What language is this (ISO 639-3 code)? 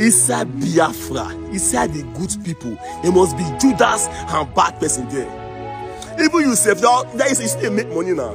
pcm